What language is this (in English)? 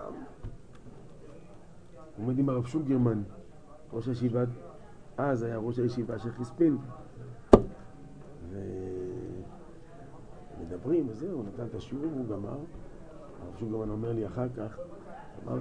Hebrew